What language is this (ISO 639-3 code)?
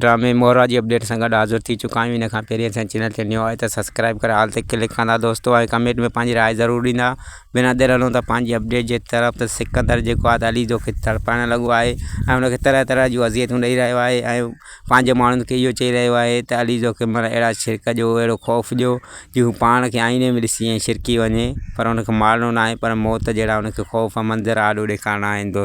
snd